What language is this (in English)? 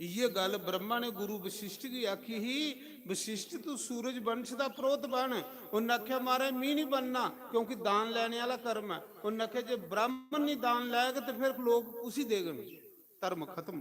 Dogri